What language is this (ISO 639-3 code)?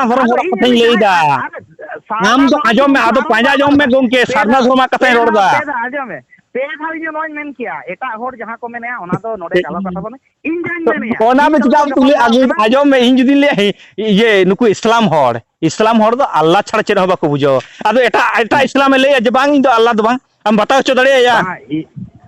sat